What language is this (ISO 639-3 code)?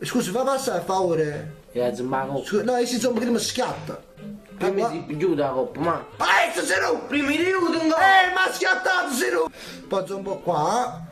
nap